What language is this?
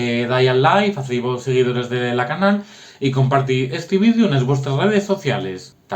Asturian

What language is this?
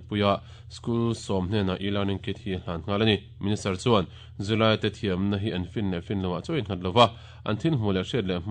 Mizo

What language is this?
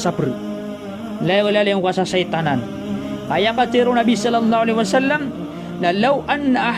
Maranao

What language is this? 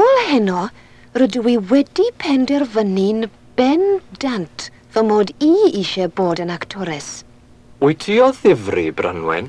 Welsh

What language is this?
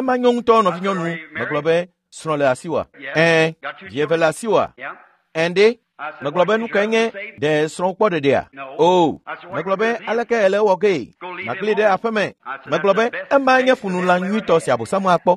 Ewe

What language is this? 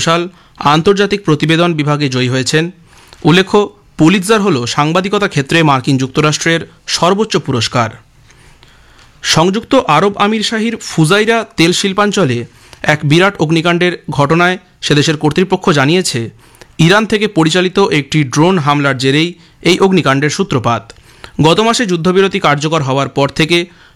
Bangla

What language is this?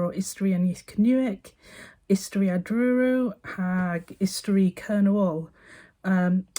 Cornish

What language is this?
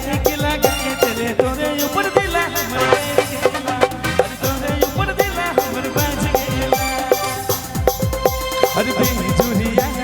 Sadri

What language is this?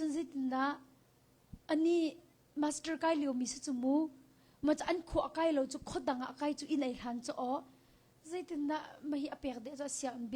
Hakha Chin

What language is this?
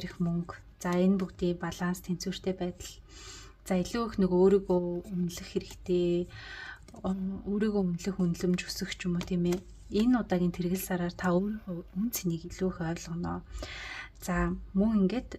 Mongolian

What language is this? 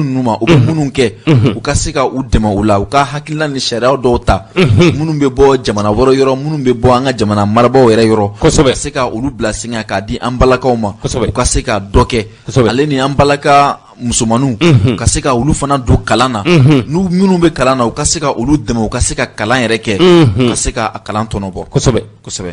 Bambara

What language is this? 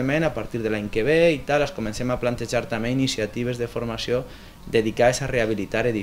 Catalan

